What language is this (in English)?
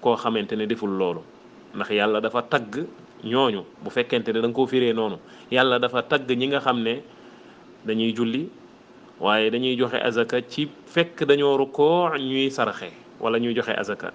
Wolof